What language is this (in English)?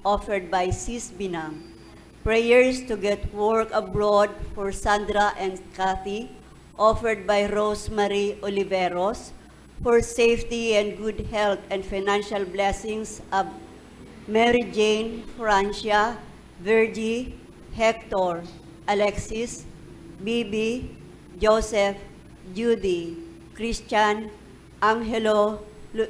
Bikol